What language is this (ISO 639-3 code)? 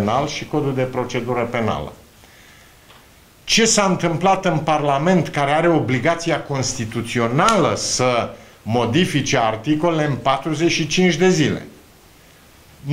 ron